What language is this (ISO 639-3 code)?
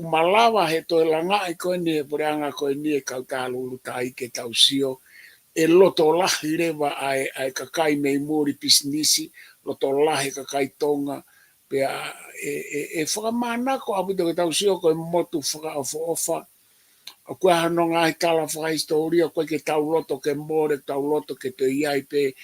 ton